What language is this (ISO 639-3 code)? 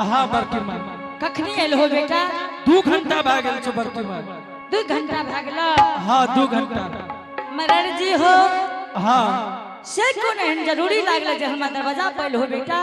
anp